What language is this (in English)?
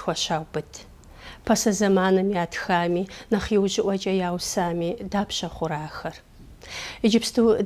Kabardian